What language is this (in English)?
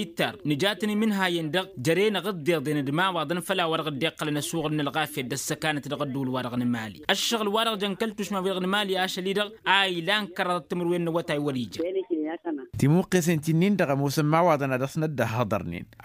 Tamasheq